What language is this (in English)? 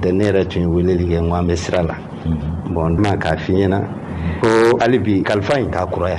Bambara